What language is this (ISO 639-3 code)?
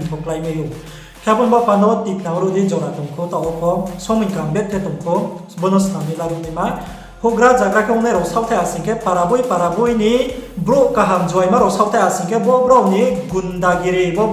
ria